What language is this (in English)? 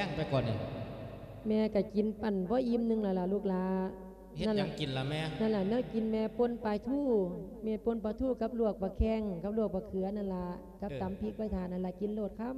Lao